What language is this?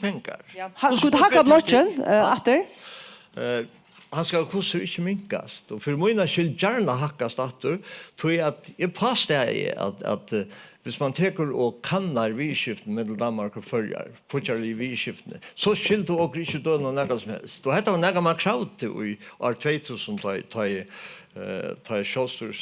Faroese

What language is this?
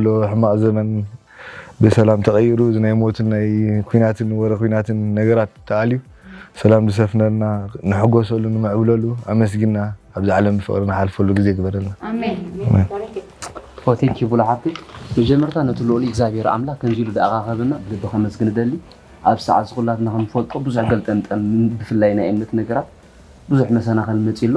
Tigrinya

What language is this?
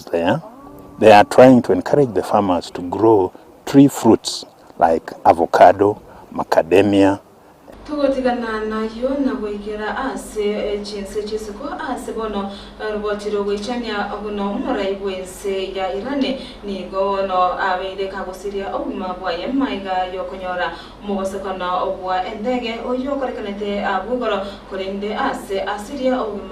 Gusii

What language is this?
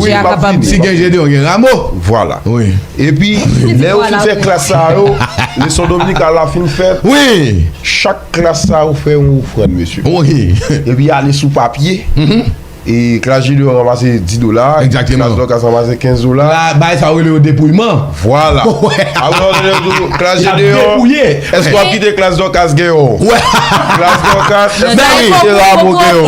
Haitian Creole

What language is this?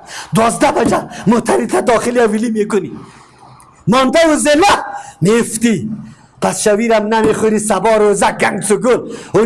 Persian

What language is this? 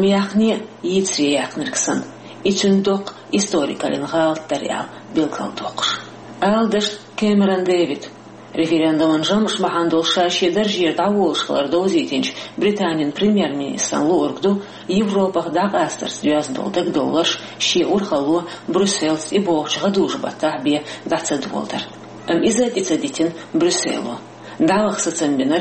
Chechen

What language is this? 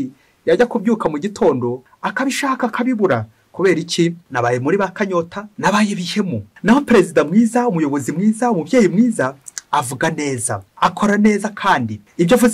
Kinyarwanda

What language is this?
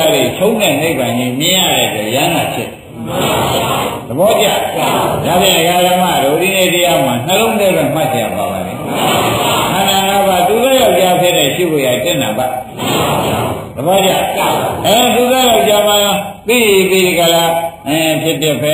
Burmese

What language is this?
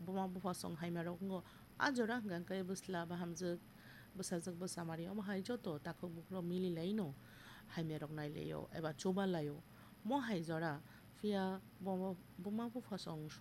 Kok Borok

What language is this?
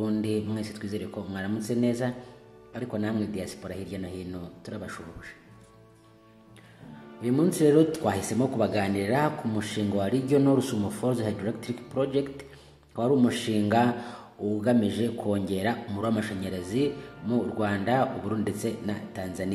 Kinyarwanda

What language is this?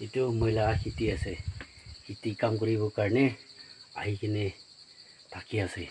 Naga Pidgin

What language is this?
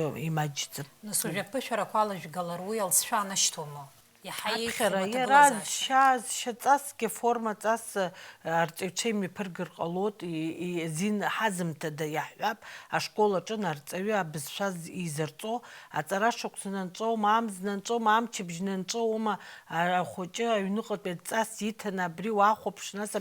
Abkhazian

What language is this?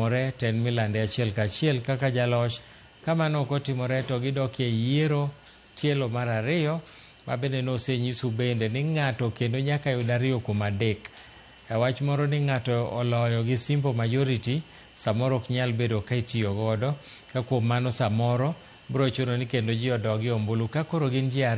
Luo (Kenya and Tanzania)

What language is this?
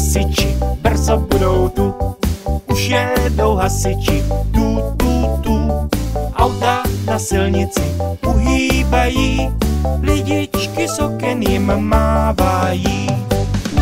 Czech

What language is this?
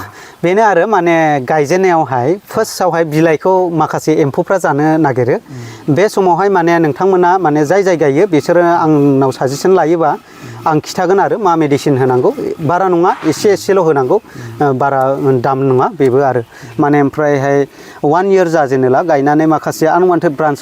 Bodo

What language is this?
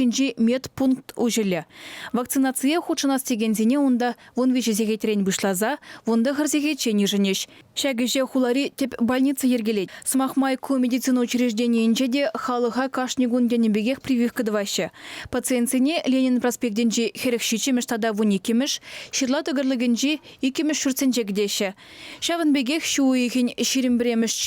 Chuvash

